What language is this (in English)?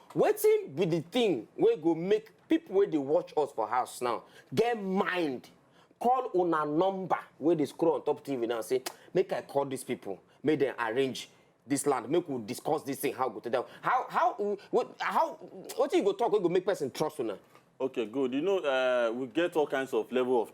Nigerian Pidgin